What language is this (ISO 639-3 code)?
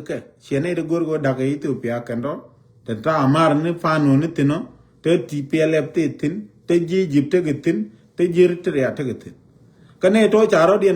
nus